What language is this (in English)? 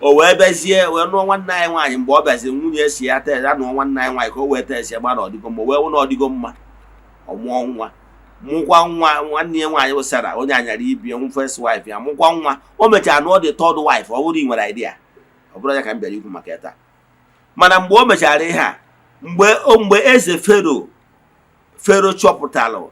Igbo